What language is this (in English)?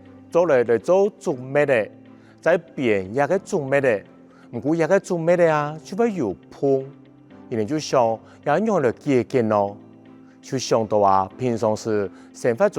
Hakka Chinese